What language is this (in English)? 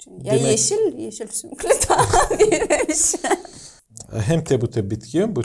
Gagauz